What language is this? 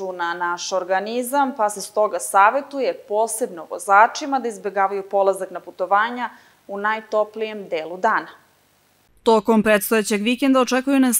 Serbian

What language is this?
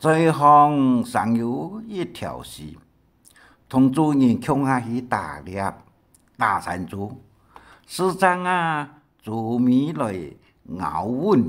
Hakka Chinese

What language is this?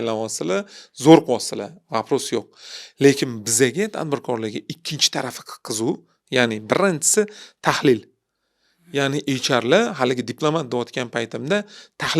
Uzbek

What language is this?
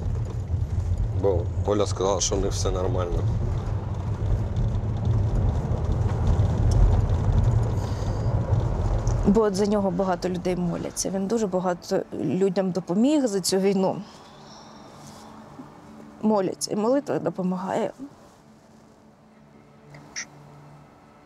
Ukrainian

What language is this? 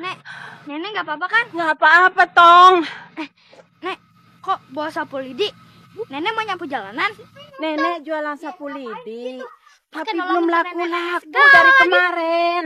Betawi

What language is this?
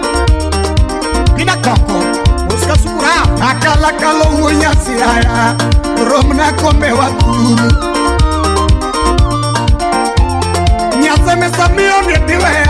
Luo (Kenya and Tanzania)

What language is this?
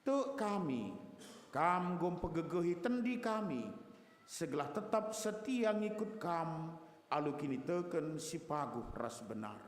Batak Karo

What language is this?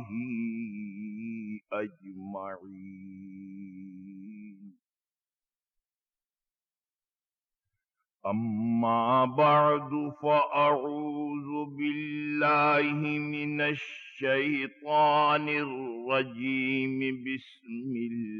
Urdu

